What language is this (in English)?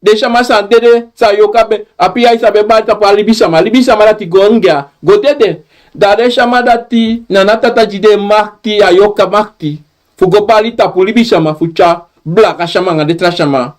Sranan Tongo